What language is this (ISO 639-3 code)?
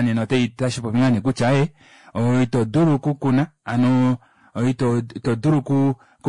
kua